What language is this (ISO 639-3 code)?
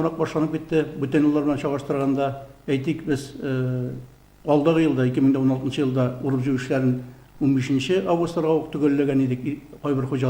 tat